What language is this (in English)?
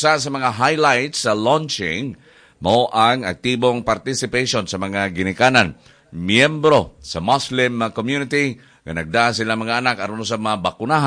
Cebuano